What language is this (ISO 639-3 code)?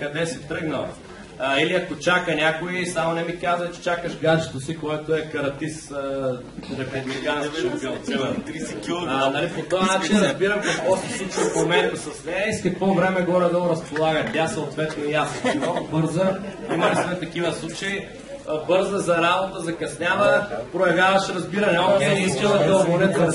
bul